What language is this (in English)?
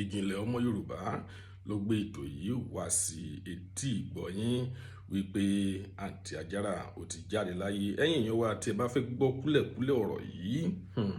Yoruba